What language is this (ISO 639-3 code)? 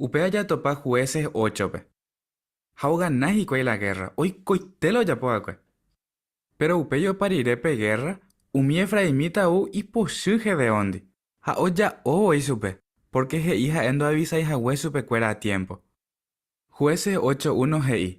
grn